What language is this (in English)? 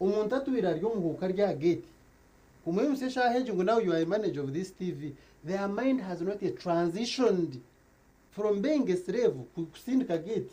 Nyankole